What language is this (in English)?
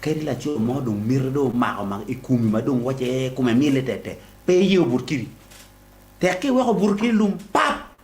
Acoli